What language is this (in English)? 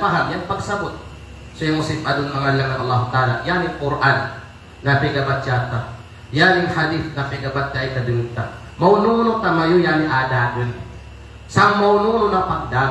Kalagan